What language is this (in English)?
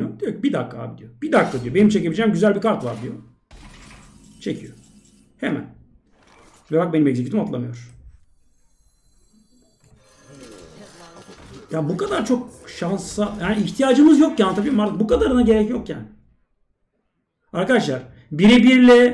Turkish